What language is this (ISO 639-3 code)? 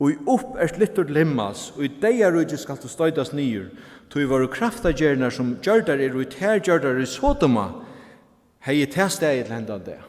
fao